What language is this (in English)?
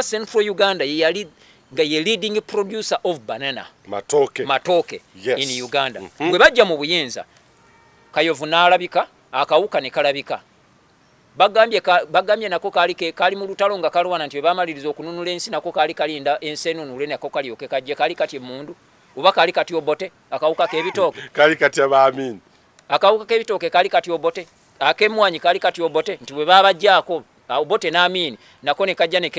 Ganda